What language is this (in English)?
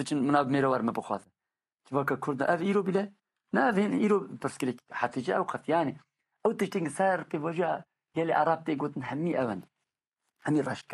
Kurdish